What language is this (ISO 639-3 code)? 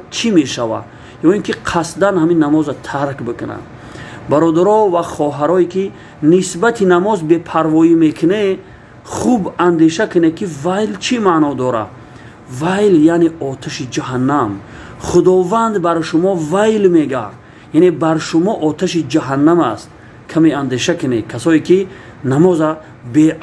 tgk